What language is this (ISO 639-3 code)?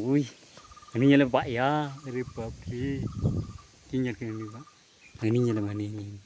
sat